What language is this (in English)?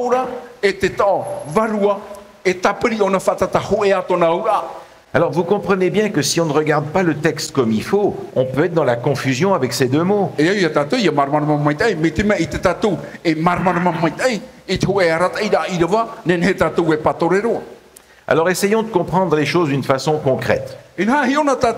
Tahitian